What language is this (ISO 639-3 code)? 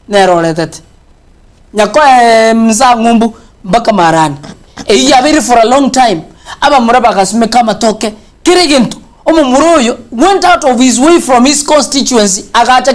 guz